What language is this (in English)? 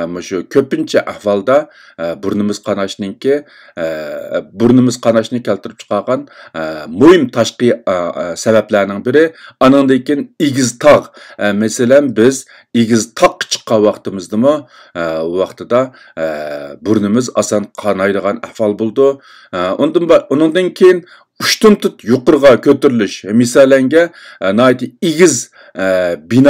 Uyghur